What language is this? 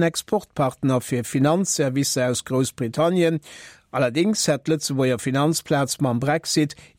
Luxembourgish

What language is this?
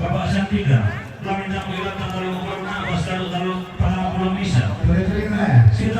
Toraja-Sa'dan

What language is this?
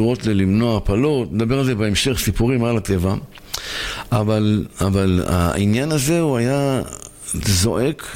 Hebrew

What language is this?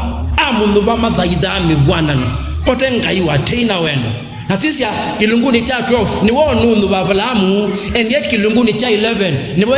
Kamba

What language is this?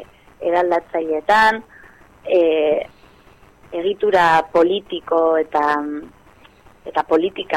Basque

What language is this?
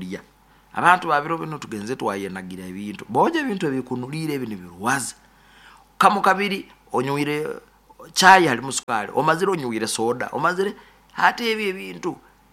Nyoro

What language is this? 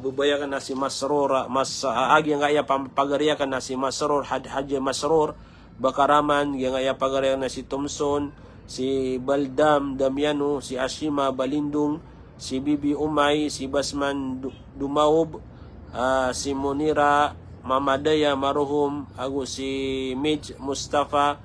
Maranao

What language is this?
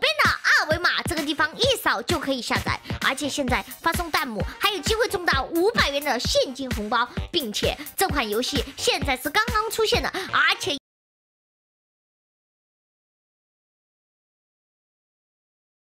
Chinese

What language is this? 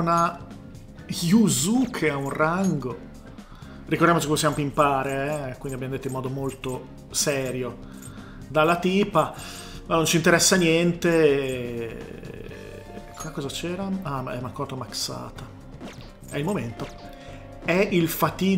Italian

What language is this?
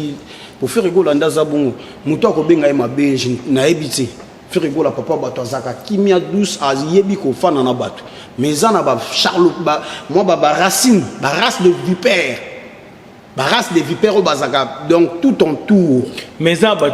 Lingala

